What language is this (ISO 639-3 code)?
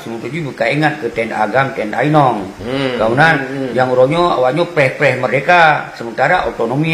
ace